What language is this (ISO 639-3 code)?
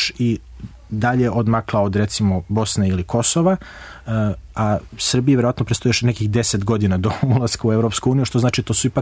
srp